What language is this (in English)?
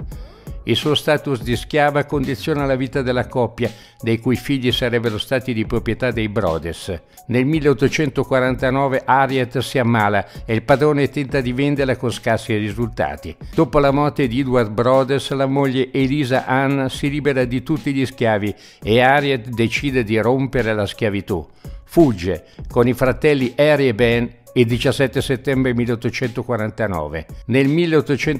Italian